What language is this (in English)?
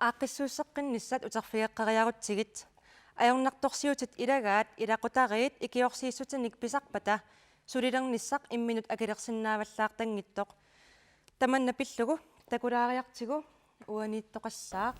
Kalaallisut